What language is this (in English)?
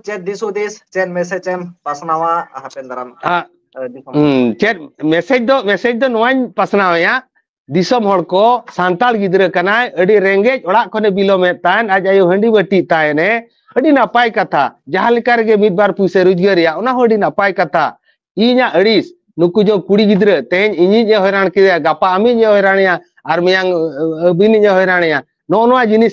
Santali